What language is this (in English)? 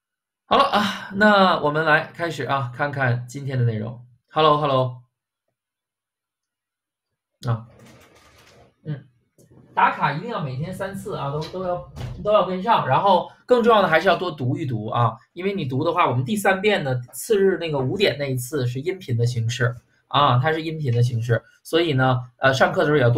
Chinese